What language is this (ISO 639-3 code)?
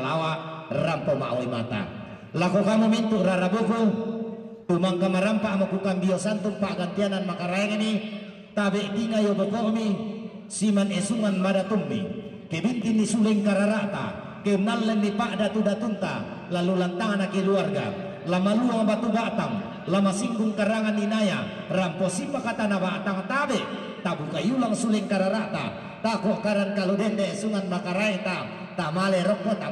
sda